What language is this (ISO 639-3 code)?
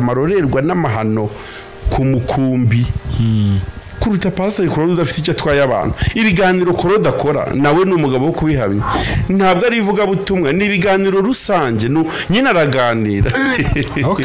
kin